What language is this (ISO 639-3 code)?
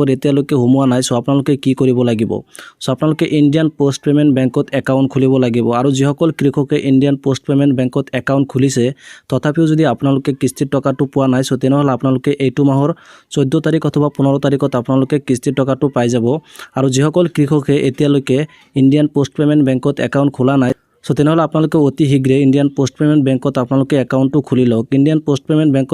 asm